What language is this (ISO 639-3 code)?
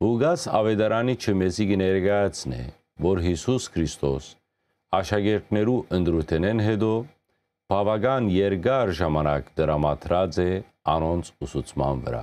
hyw